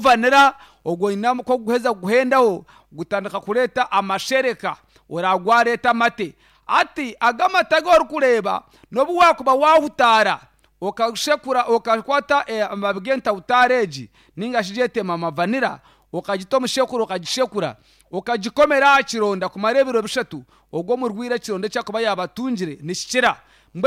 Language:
Nyankole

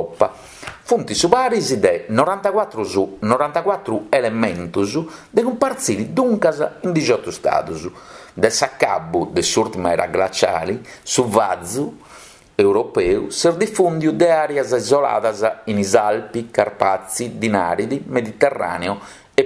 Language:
Sardinian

